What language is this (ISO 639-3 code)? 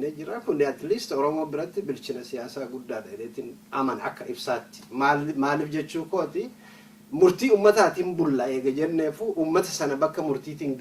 orm